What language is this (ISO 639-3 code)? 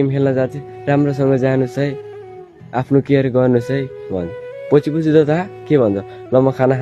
nep